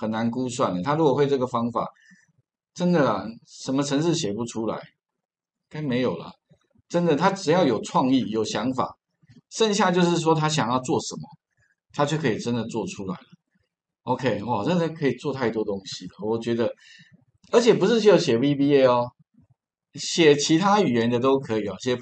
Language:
Chinese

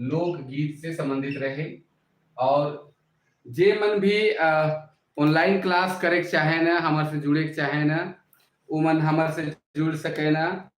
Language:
Sadri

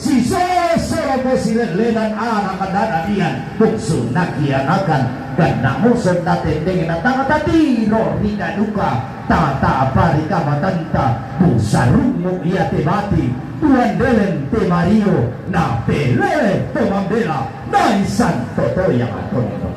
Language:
Toraja-Sa'dan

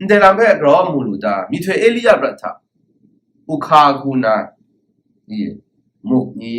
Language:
Kachin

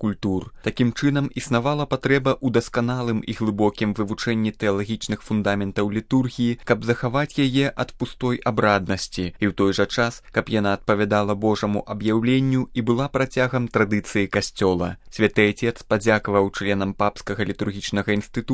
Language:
Belarusian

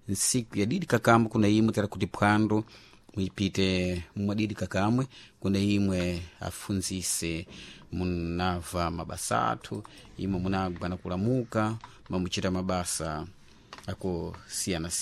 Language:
Sena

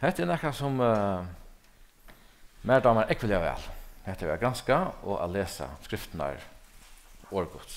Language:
Faroese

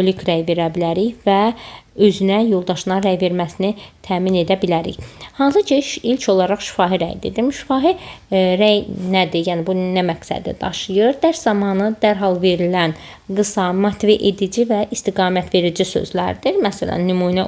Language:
Azerbaijani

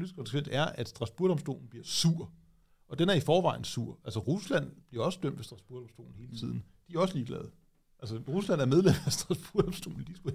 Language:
Danish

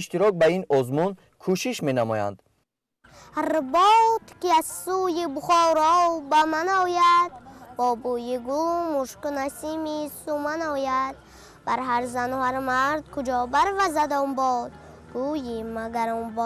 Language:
Tajik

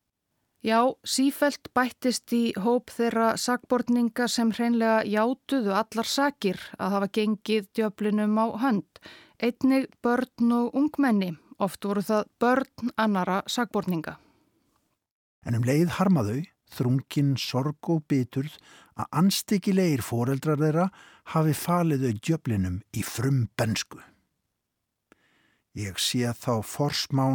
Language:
Icelandic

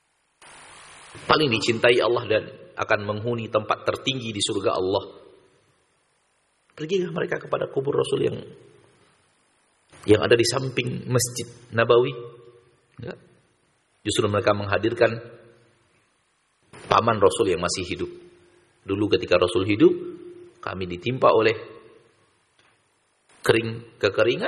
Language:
Indonesian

